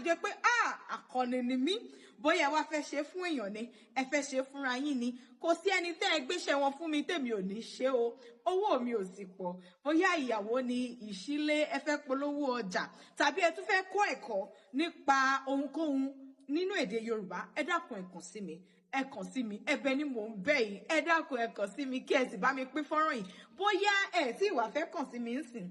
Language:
Yoruba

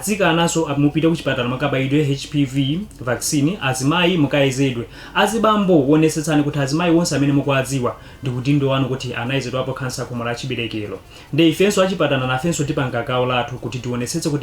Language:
Nyanja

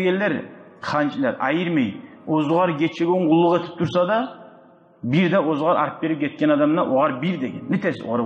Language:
Kumyk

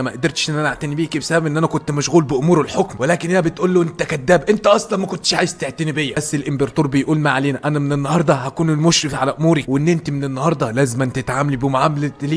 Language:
Egyptian Arabic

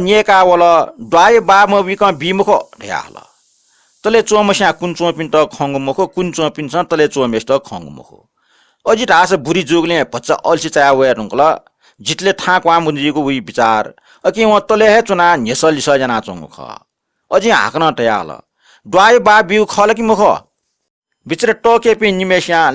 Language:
Newari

